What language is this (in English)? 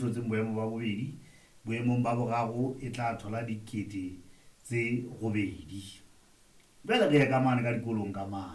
Southern Sotho